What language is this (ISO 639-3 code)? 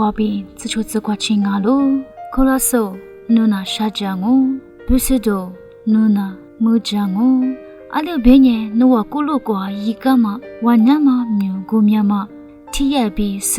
lis